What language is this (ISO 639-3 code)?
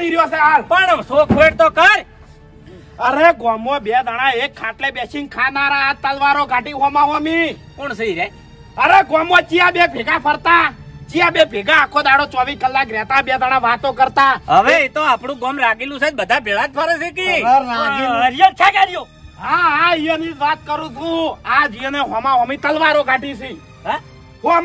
guj